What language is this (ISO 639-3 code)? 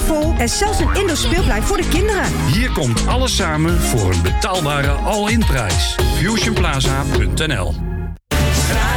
nld